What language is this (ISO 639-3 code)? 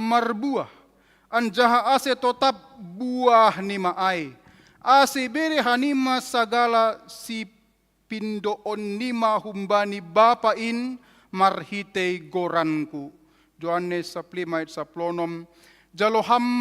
bts